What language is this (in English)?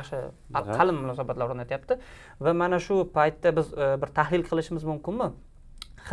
Uzbek